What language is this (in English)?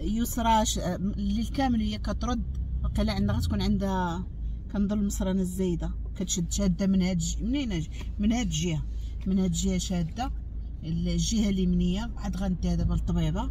Moroccan Arabic